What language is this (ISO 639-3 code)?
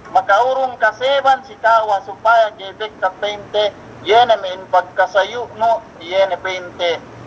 yka